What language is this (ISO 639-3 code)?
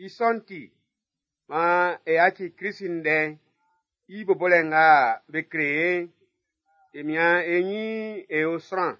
bci